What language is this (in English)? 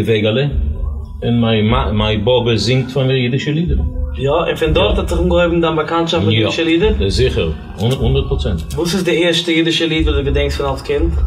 Yiddish